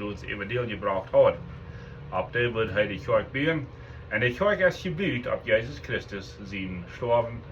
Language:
Plautdietsch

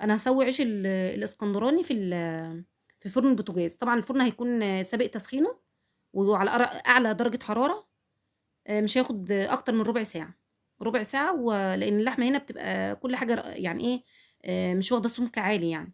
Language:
Egyptian Arabic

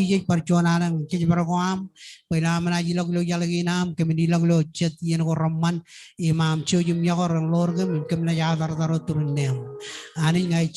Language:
Marshallese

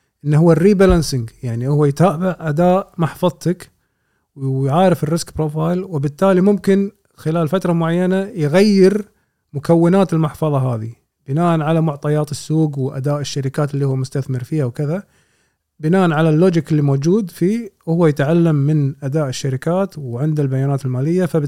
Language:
Gulf Arabic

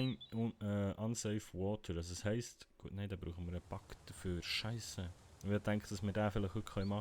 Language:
Swiss German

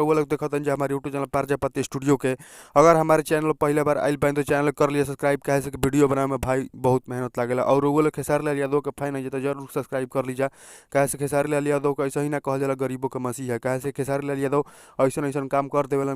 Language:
Bhojpuri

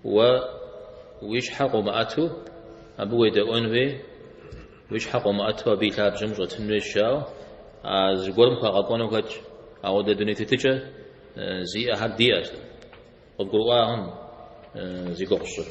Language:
Kabardian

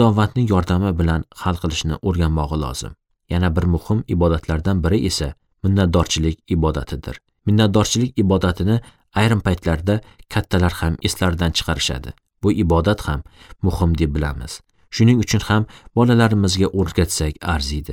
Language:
Uzbek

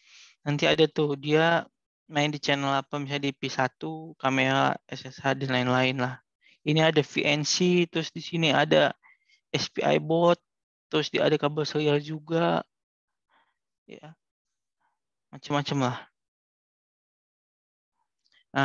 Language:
Indonesian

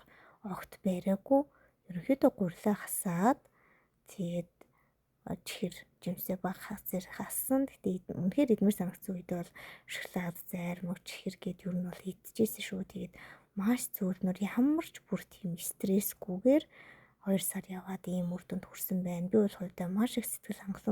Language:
Mongolian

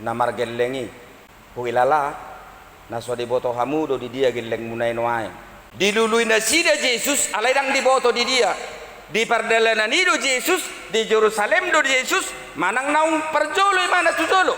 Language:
Batak Toba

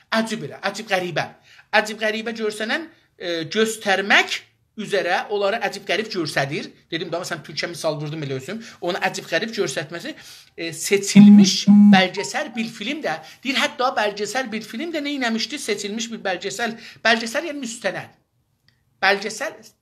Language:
South Azerbaijani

